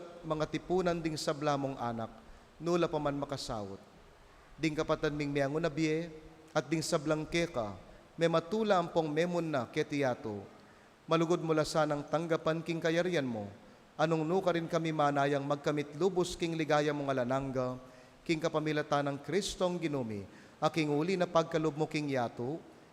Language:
Pampanga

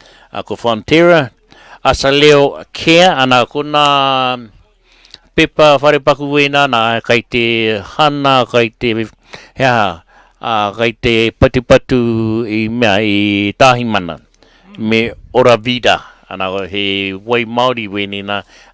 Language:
Māori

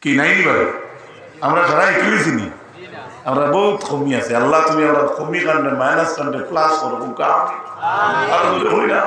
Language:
Sylheti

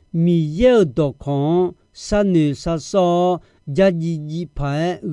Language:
Akha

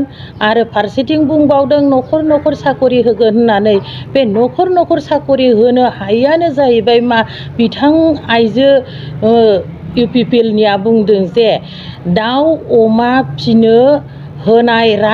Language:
Bodo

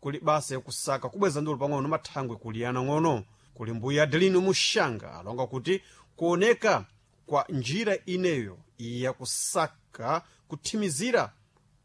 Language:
Sena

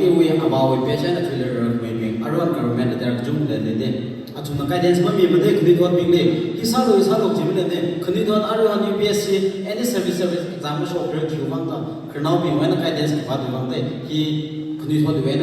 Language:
Tangkhul Naga (India)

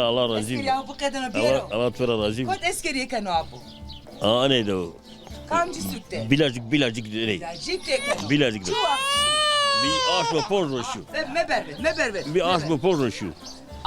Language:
Zaza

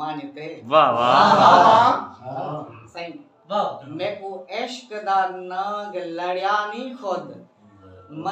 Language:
Saraiki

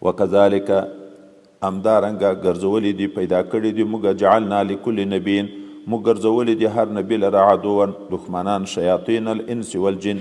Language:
Pashto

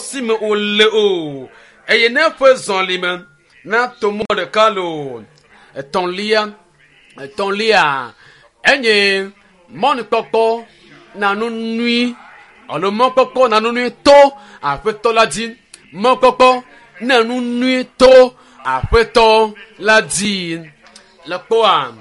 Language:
Ewe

